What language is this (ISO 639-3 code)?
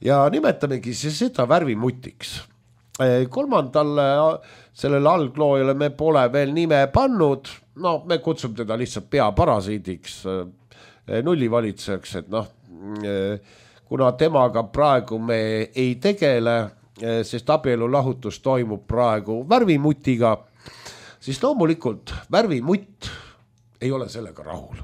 est